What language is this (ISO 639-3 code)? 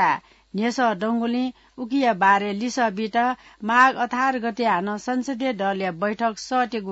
new